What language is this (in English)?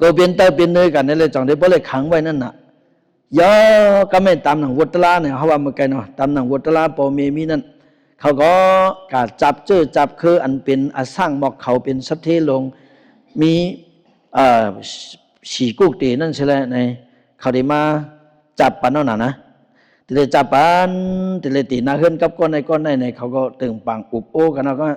Shan